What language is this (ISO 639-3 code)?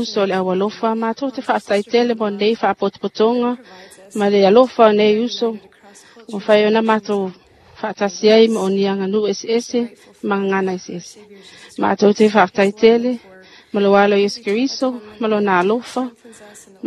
smo